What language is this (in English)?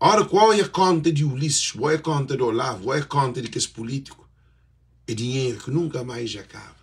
Kabuverdianu